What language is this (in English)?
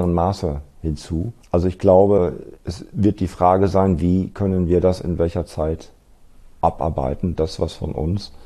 German